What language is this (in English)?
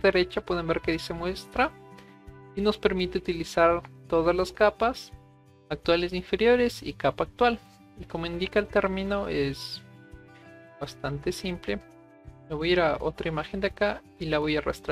Spanish